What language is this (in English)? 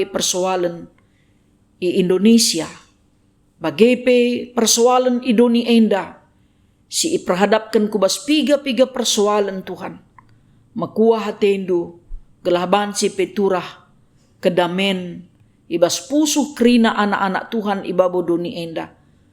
Batak Karo